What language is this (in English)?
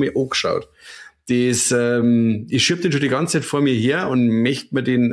Bavarian